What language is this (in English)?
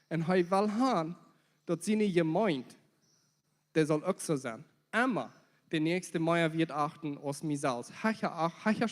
Plautdietsch